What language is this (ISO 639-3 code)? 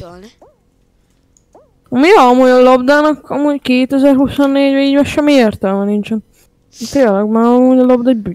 hun